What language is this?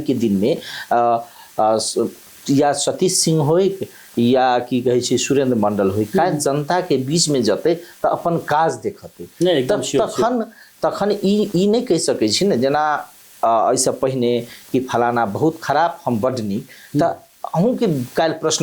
Maithili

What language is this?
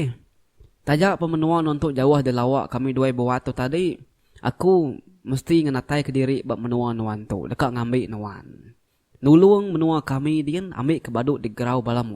Iban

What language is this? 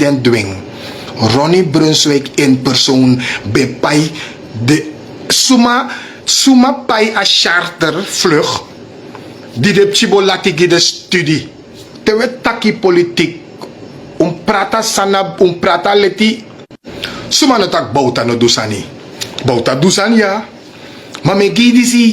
Sranan Tongo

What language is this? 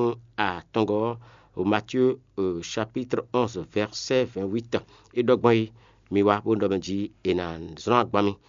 Fon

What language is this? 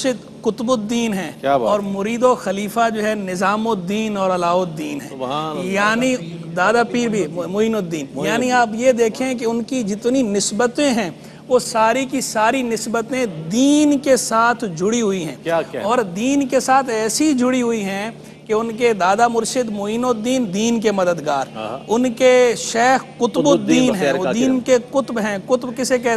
Urdu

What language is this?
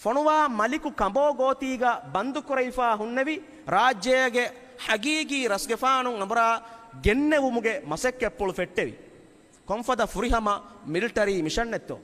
Divehi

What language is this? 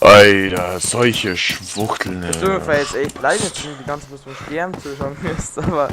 Bavarian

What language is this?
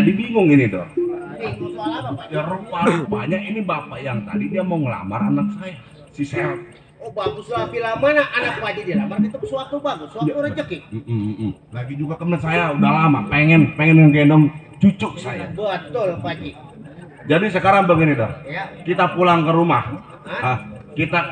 Betawi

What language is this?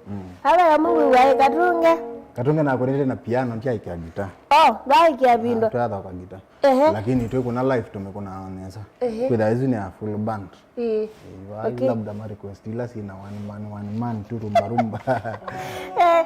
Kamba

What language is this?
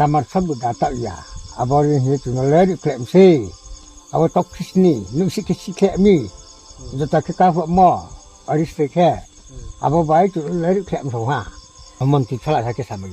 Riang (India)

